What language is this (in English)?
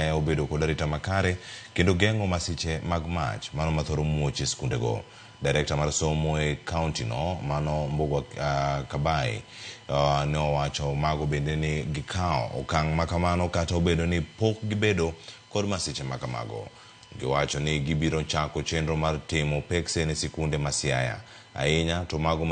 Luo (Kenya and Tanzania)